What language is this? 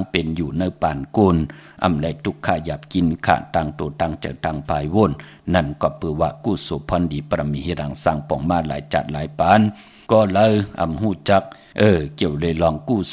Shan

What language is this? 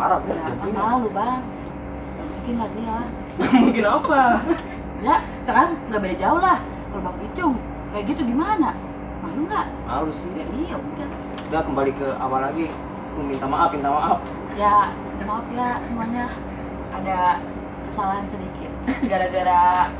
Betawi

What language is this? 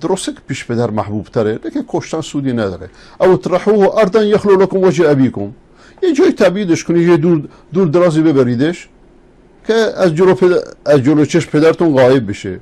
Persian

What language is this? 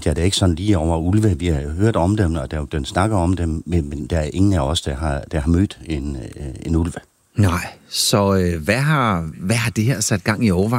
Danish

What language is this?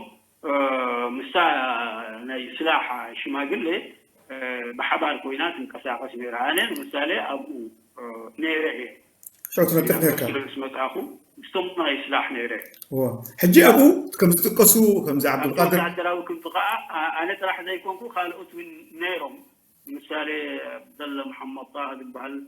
Tigrinya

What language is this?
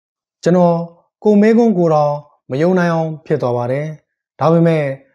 Burmese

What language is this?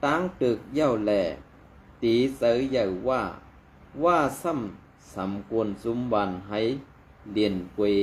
Shan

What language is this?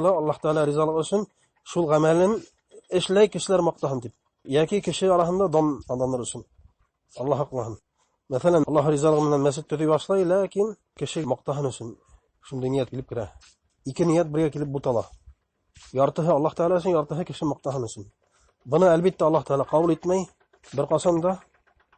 Bashkir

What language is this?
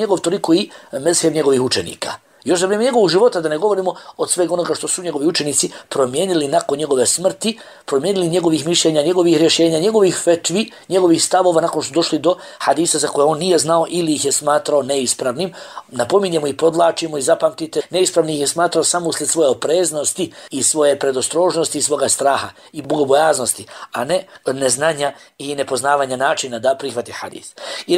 Bosnian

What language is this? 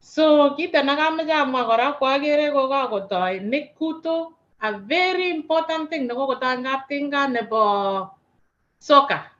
Kalenjin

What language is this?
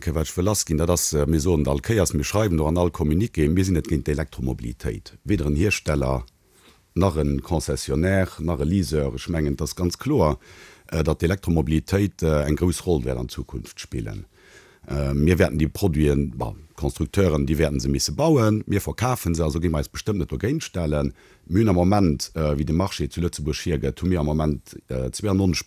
Luxembourgish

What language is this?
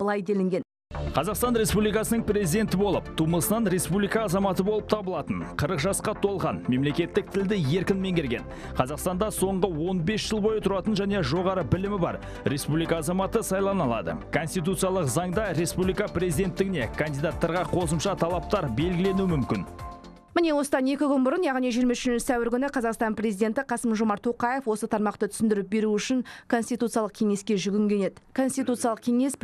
Kazakh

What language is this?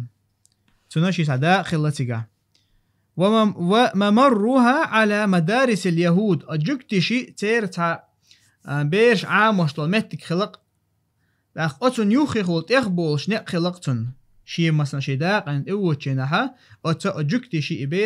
Chechen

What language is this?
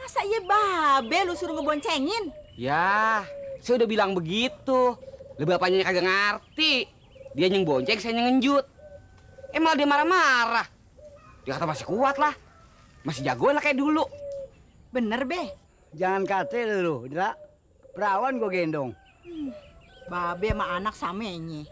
Betawi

